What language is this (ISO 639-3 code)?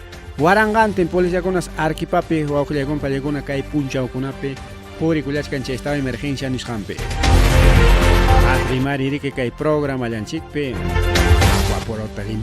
quy